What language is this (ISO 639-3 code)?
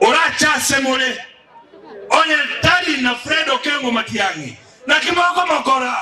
guz